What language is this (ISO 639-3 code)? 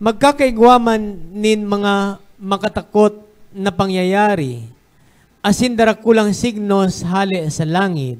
bik